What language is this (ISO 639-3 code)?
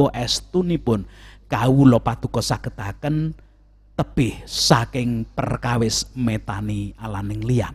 jav